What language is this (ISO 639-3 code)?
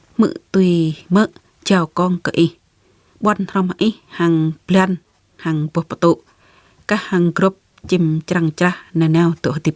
jra